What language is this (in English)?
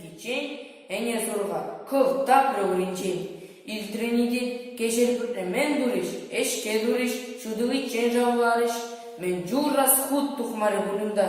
Chuvash